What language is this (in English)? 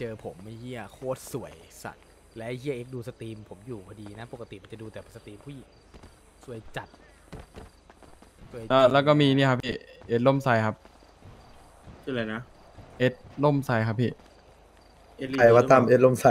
Thai